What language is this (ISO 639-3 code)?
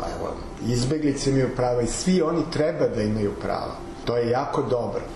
srp